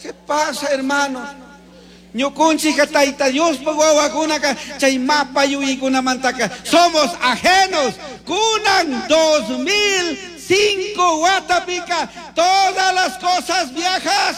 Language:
Chimborazo Highland Quichua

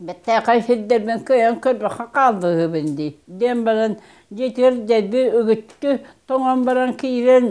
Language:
Yakut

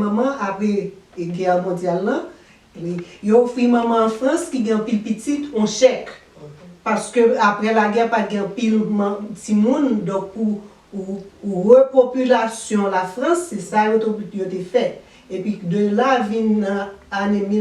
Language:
Haitian Creole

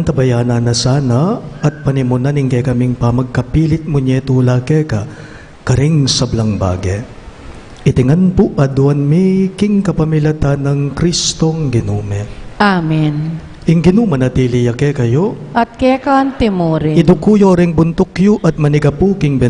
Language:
Pampanga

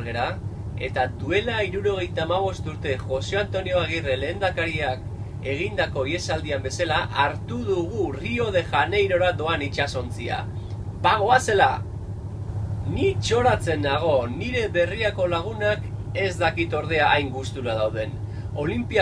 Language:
Basque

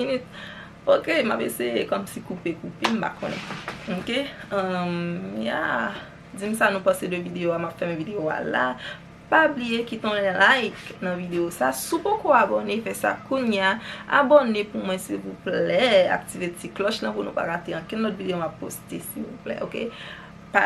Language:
Haitian Creole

